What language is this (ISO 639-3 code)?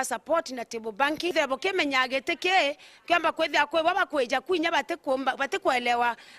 mer